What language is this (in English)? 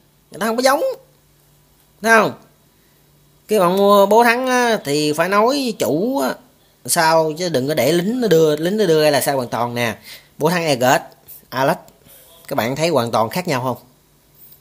Vietnamese